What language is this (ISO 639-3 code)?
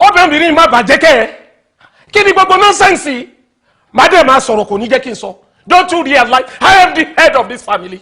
yor